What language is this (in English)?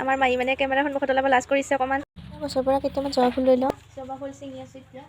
Assamese